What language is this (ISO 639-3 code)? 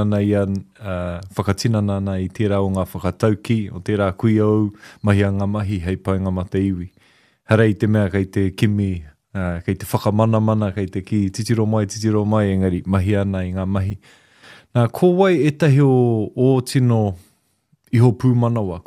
mri